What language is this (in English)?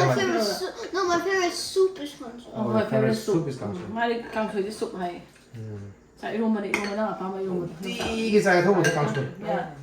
Manipuri